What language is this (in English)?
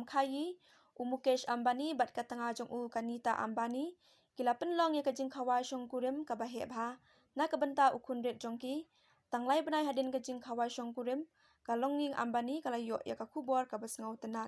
Khasi